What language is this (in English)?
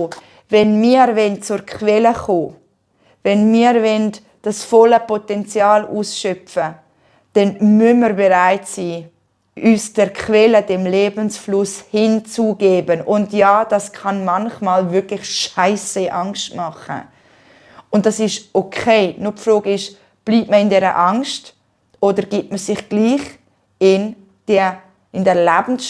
Swiss German